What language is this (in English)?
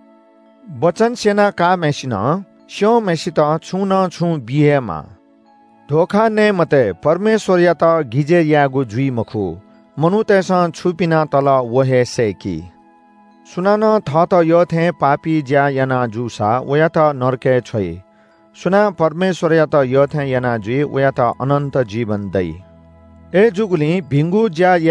Newari